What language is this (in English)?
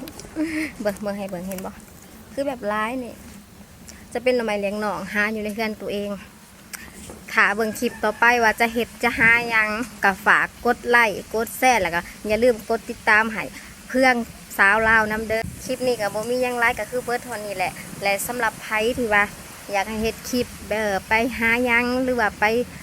Lao